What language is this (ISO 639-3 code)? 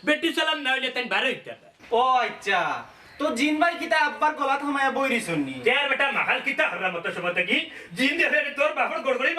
syl